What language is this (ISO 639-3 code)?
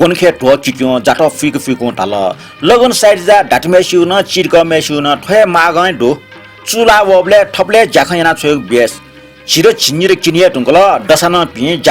new